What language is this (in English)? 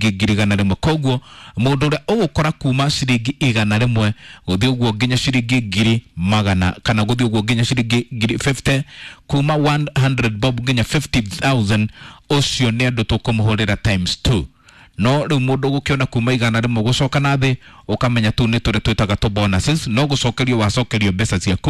Kikuyu